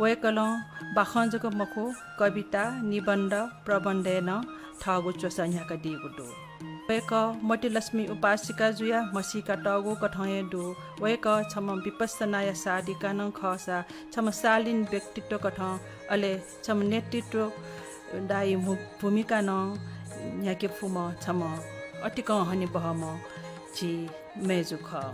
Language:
Newari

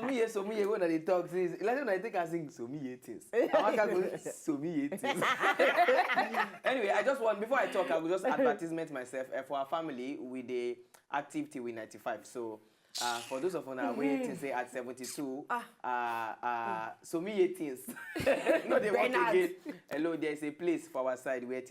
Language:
Nigerian Pidgin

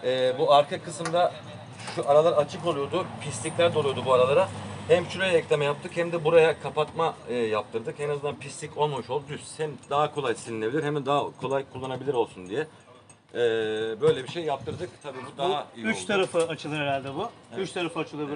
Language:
Turkish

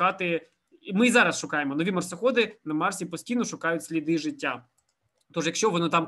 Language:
Ukrainian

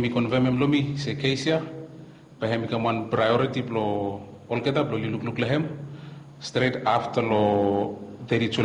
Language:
Bislama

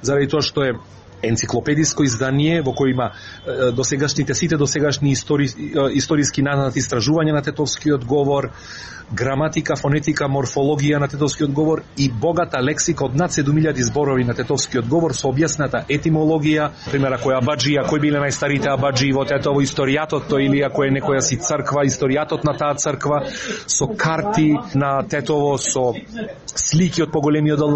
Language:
Macedonian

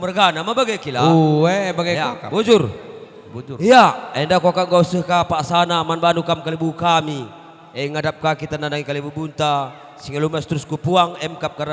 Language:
Batak Karo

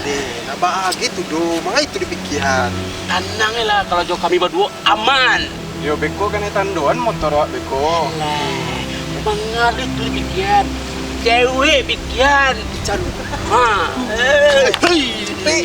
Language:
Minangkabau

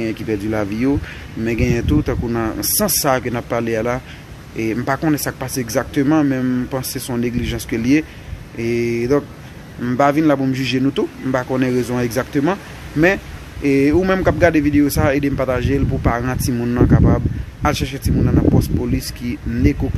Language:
Haitian Creole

